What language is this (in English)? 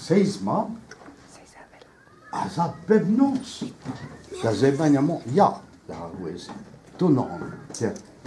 Breton